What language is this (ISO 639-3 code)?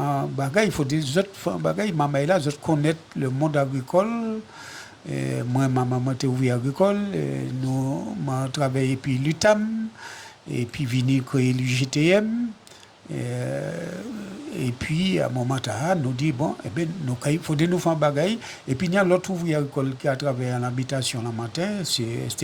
gcf